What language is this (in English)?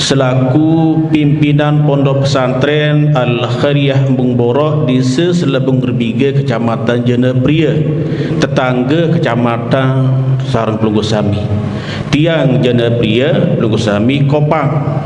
Sasak